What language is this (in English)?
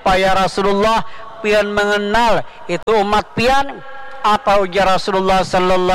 Banjar